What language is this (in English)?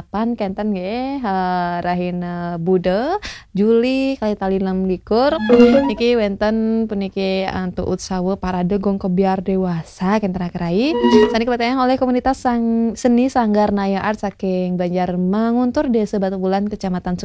Balinese